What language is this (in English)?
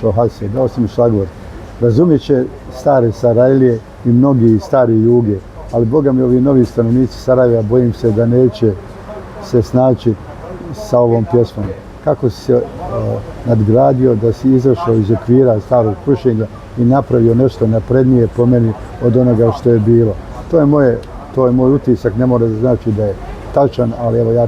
Bosnian